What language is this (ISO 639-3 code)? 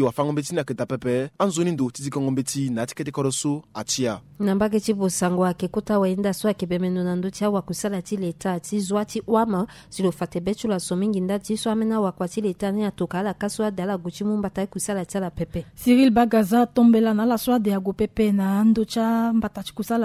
sag